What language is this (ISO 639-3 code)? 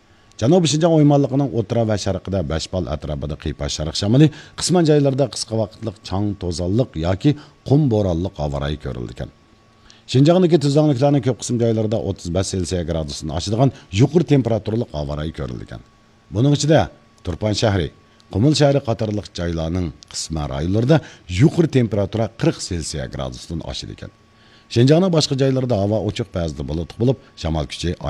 uig